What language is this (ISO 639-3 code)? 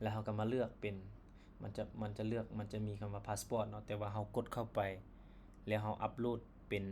lao